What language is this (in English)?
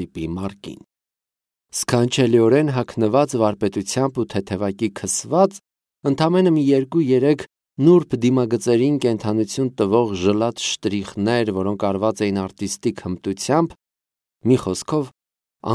Armenian